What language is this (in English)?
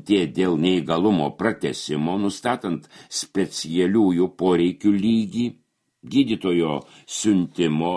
Lithuanian